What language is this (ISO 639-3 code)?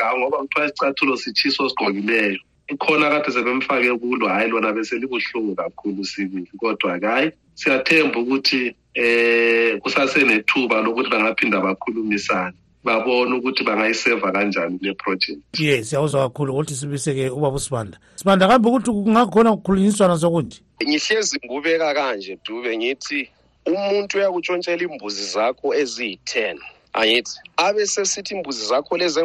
nde